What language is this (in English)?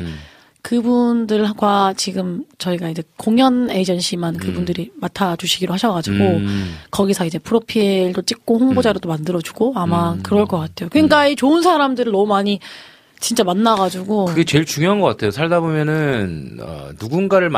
Korean